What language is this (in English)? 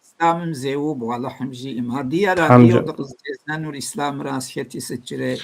Kabardian